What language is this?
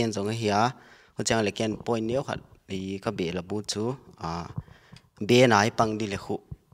Paite Chin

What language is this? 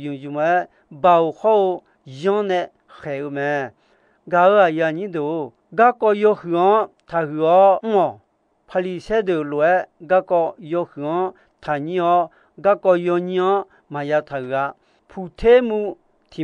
Akha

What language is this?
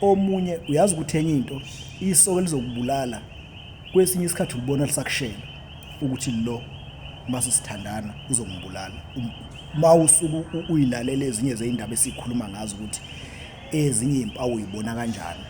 Zulu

